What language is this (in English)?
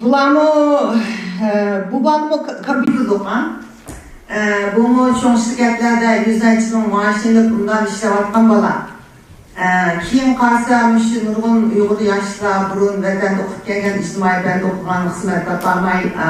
Uyghur